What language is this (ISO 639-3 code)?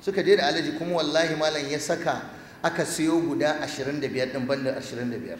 hau